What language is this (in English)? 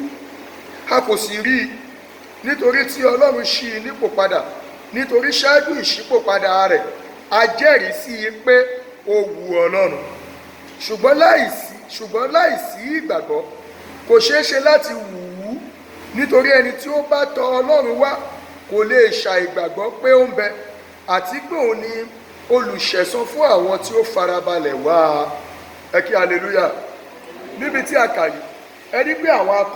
Yoruba